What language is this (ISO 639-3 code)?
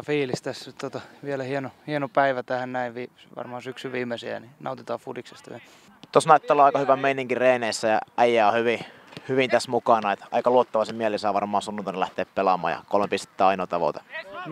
fin